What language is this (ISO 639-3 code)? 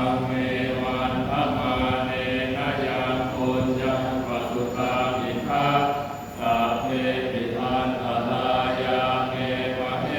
pli